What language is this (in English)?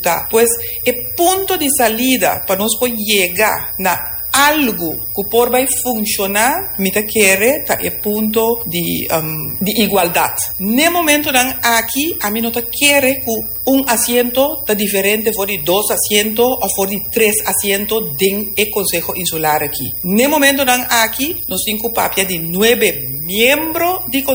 Papiamento